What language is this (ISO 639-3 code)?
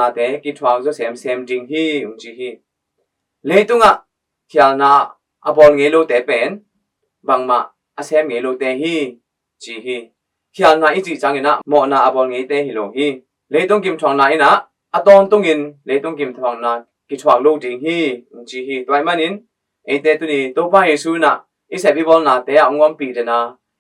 ctd